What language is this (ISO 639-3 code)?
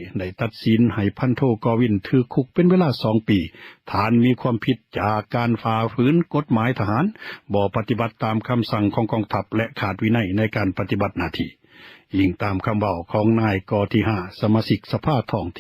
lao